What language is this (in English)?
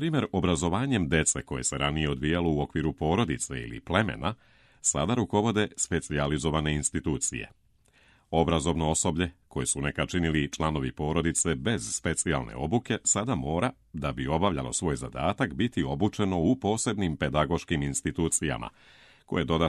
Serbian